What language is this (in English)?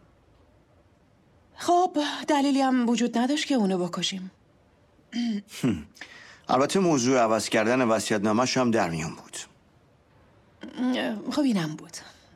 Persian